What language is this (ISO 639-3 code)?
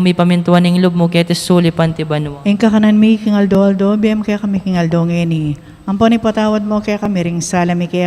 pam